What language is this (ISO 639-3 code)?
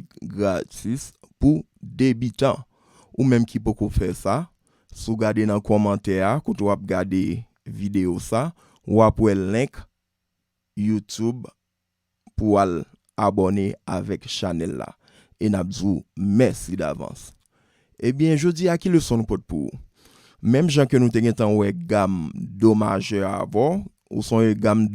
hat